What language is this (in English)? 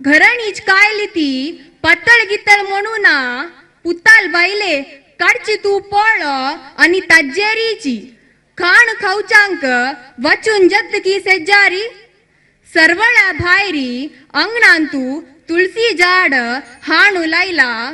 Konkani